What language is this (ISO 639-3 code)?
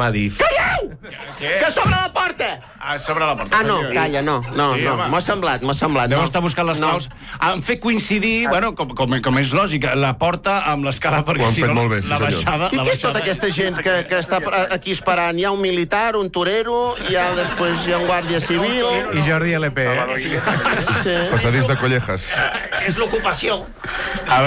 cat